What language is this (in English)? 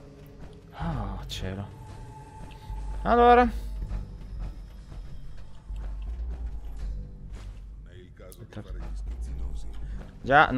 Italian